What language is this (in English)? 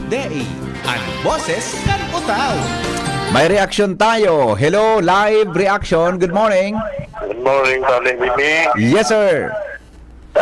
Bikol